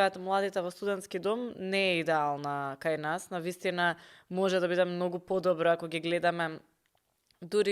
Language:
Macedonian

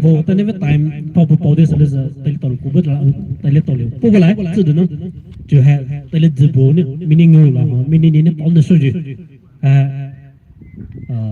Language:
Poumei Naga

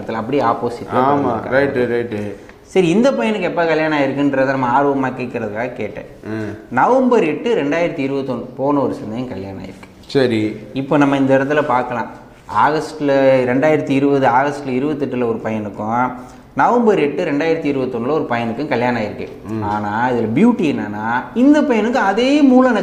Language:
Tamil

